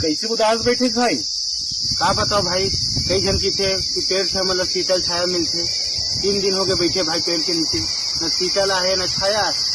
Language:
Chhattisgarhi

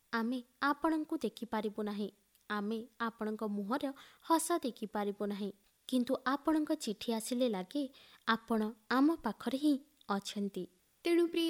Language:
Odia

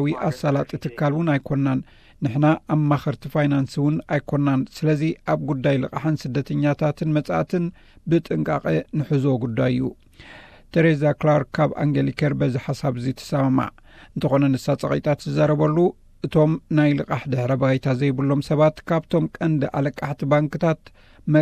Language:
Tigrinya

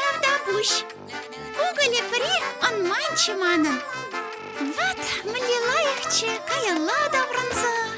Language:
Chuvash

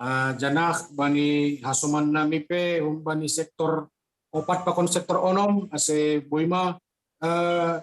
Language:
Batak Simalungun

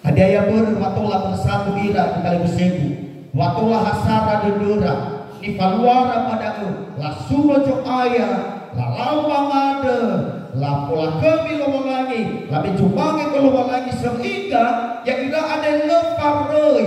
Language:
Nias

